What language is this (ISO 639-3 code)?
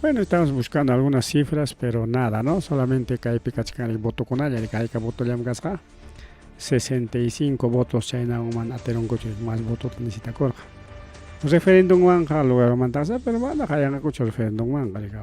quy